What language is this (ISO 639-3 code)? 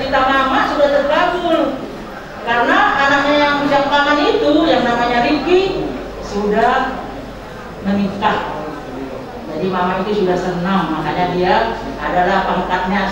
ind